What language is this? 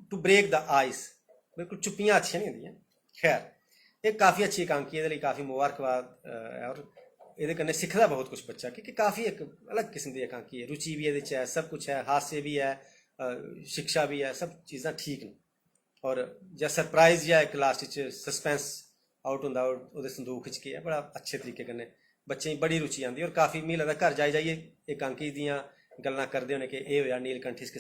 Dogri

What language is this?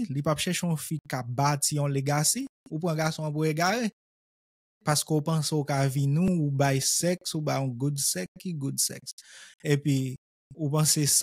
Haitian Creole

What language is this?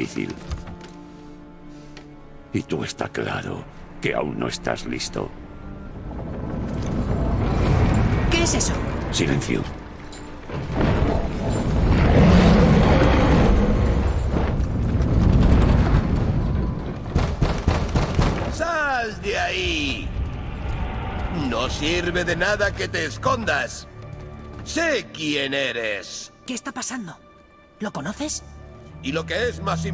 Spanish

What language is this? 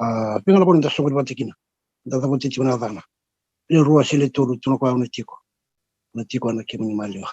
Fijian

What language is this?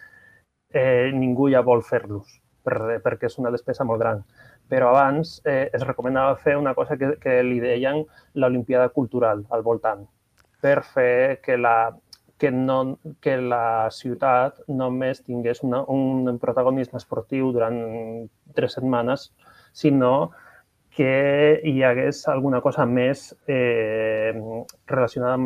Catalan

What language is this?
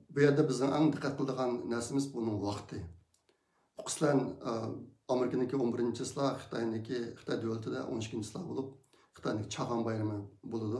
Uyghur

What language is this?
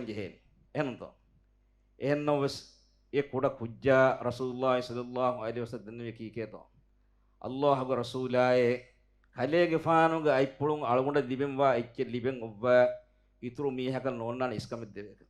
Divehi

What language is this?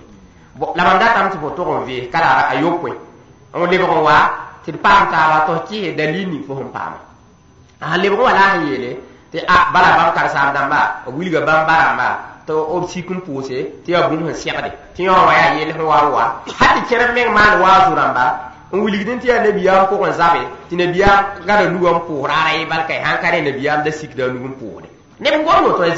Mossi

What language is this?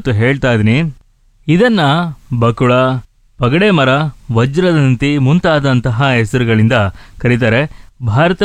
Kannada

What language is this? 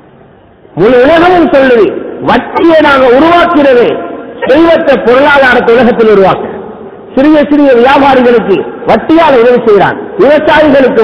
Tamil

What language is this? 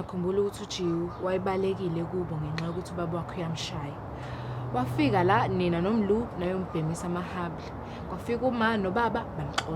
Zulu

